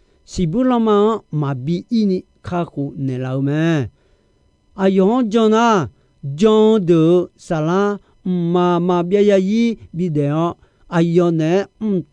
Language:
Akha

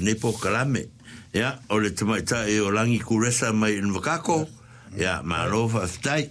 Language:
Samoan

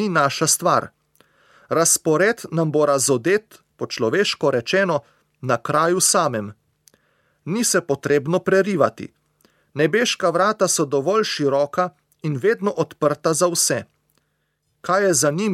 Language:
Slovenian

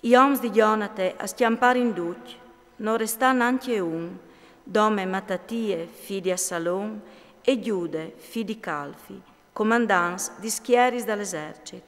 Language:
Friulian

